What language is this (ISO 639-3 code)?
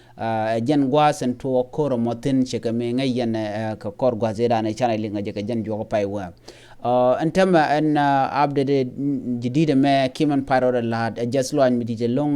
nus